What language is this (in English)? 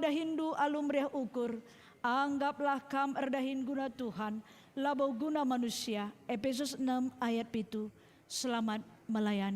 Batak Karo